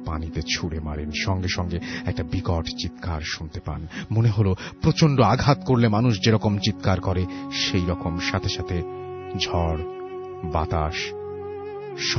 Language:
Bangla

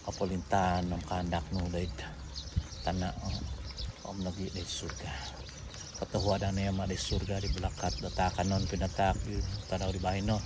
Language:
Central Dusun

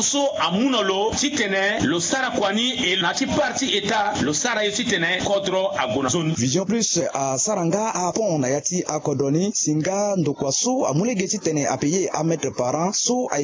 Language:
Sango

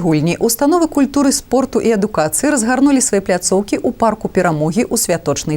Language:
Belarusian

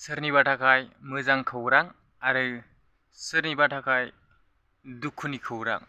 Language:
Bodo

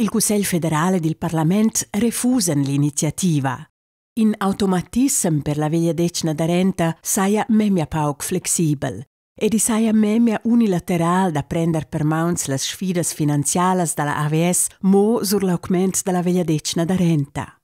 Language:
Romansh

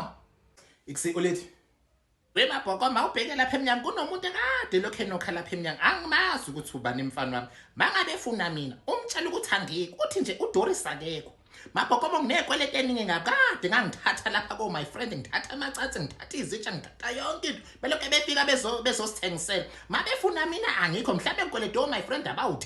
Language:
Zulu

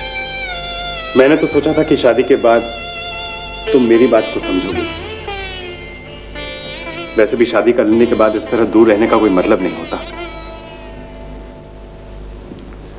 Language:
Hindi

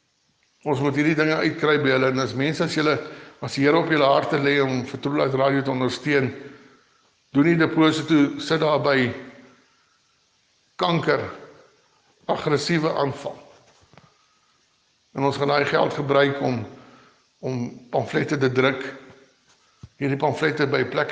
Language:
Afrikaans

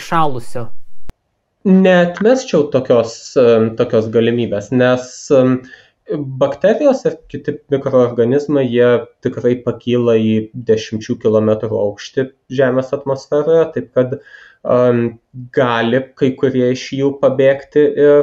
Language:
Lithuanian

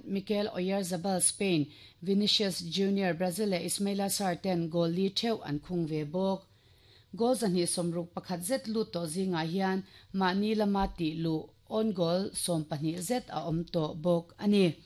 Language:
Mizo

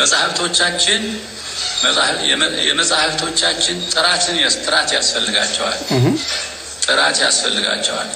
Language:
Amharic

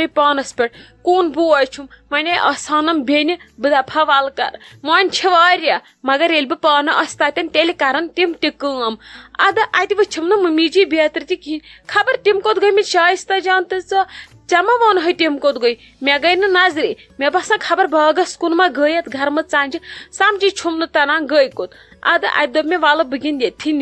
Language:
Kashmiri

